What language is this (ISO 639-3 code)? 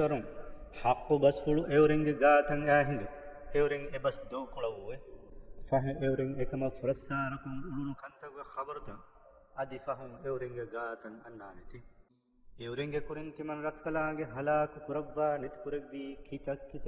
div